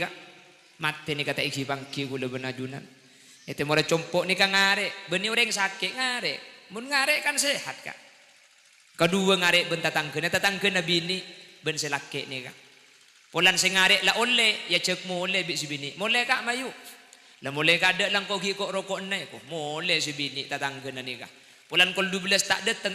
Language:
Madurese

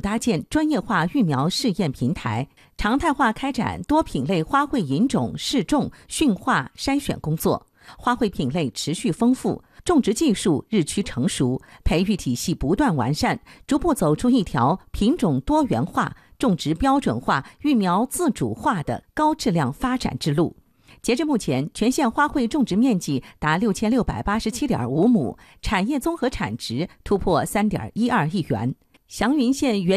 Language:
Chinese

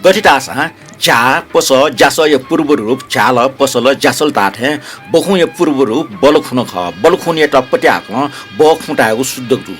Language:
Newari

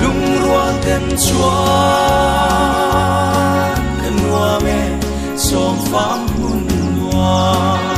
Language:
Mizo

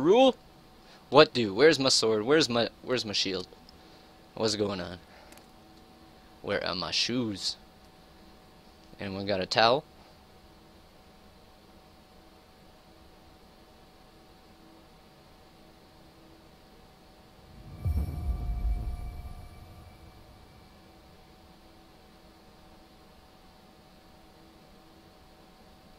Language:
English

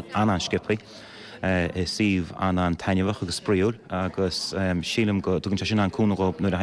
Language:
Irish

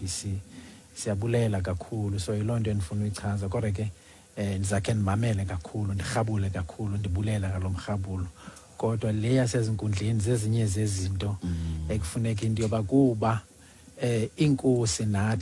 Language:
Xhosa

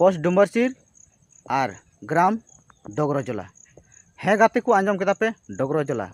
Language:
Santali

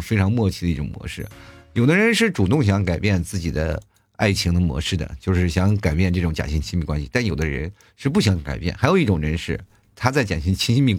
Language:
Chinese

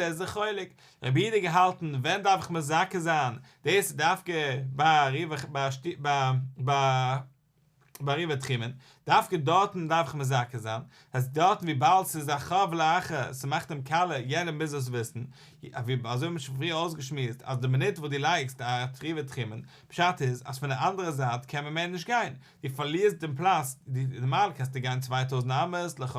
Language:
Yiddish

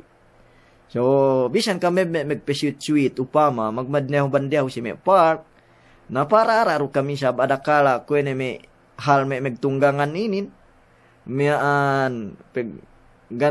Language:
Yakan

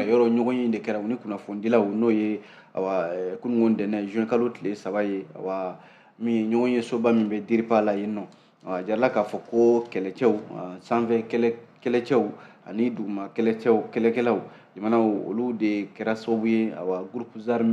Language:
Bambara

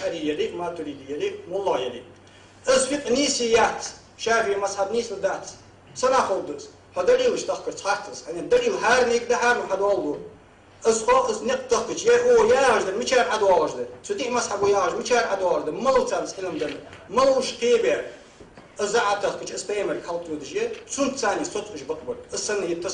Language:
Ingush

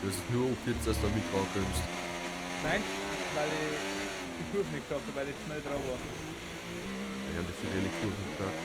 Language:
Bavarian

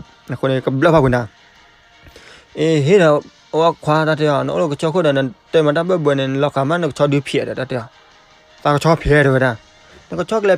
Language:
S'gaw Karen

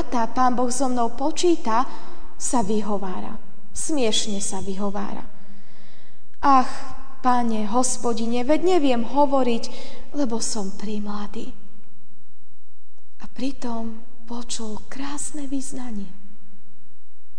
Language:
Slovak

